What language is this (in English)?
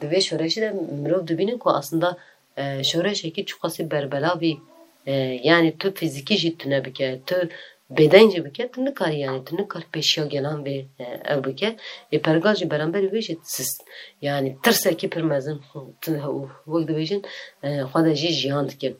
Kurdish